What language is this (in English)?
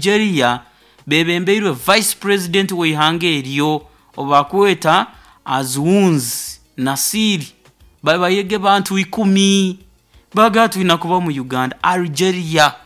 Nyoro